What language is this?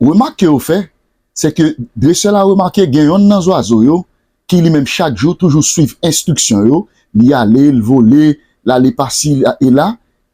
Haitian Creole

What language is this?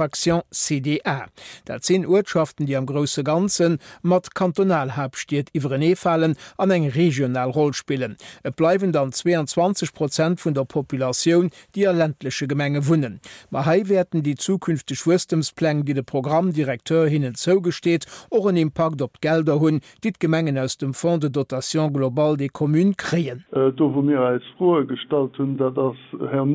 Luxembourgish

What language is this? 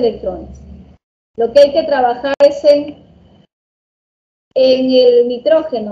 Spanish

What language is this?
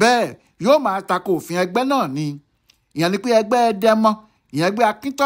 Yoruba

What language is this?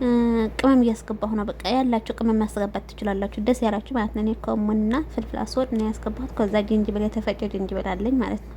Amharic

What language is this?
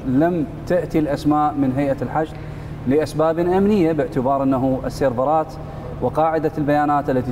Mesopotamian Arabic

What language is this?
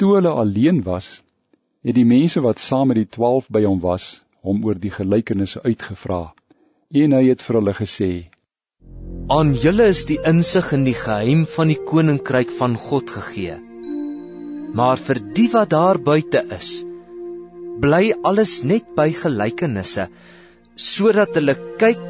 Afrikaans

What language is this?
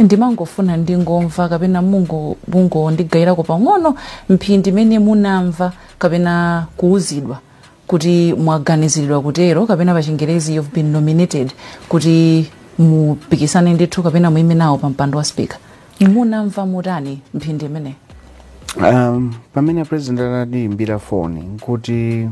Nyanja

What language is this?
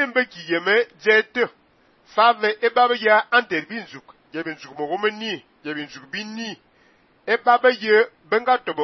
Fang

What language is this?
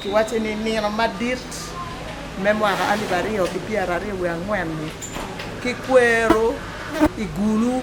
Acoli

